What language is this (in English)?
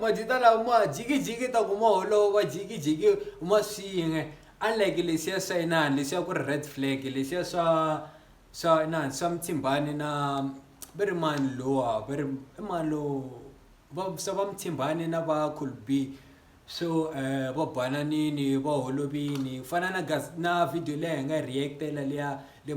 Tsonga